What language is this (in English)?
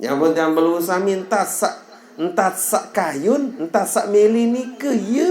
Sasak